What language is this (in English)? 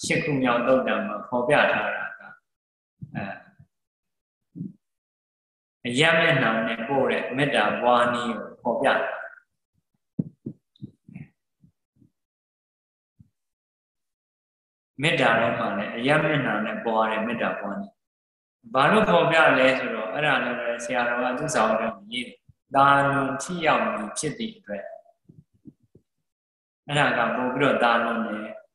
Burmese